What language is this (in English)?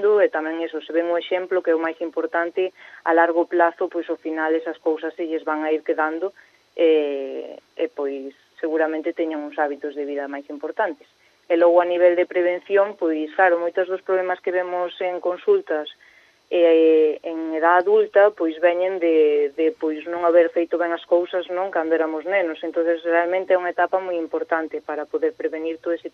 Galician